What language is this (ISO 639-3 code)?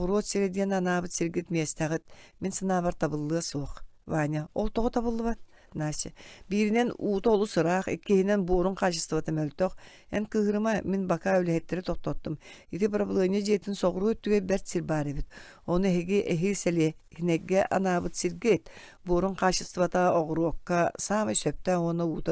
sah